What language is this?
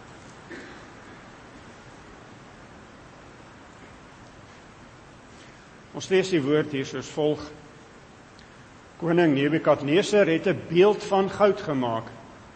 Afrikaans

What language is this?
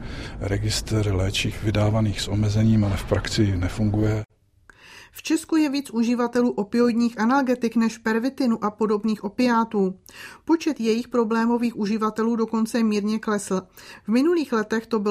Czech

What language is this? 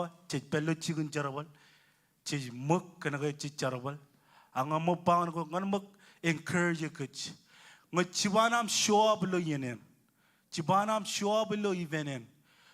Marshallese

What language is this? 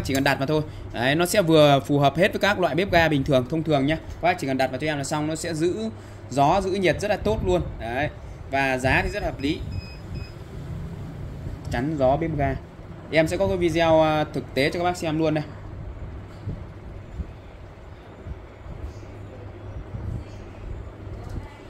Vietnamese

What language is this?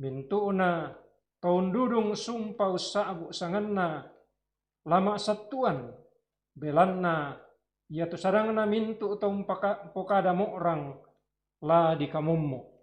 Toraja-Sa'dan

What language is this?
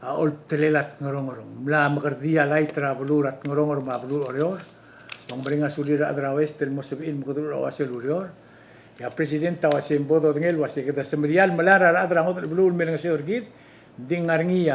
Palauan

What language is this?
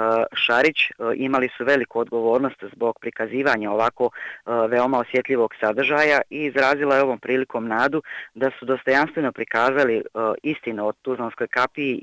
Bosnian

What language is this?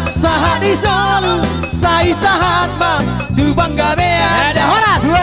Batak Toba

